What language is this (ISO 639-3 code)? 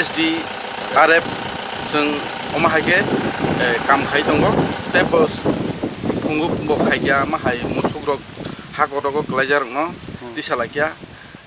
trp